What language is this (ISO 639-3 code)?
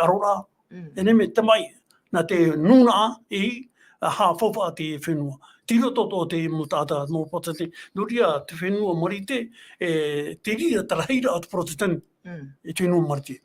tah